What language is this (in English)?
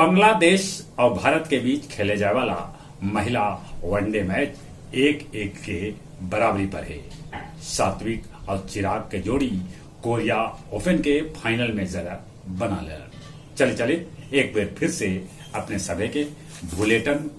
Magahi